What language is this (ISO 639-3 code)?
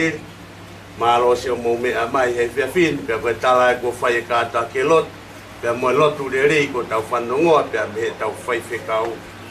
ton